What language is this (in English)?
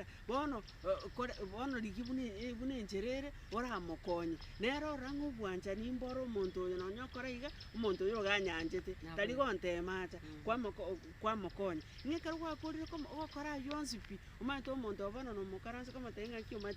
Gusii